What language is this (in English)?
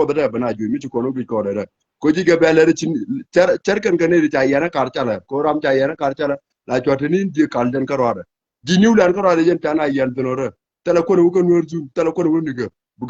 Nuer